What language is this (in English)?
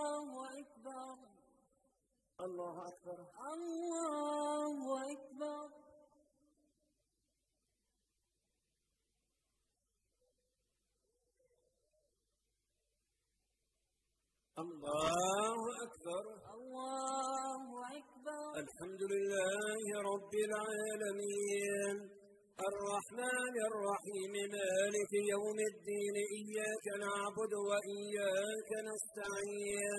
Arabic